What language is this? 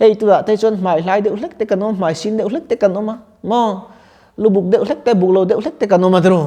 Mizo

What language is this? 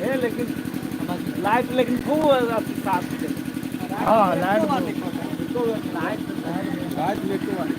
Maithili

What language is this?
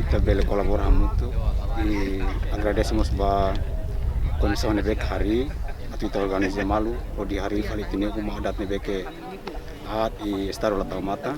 Tetum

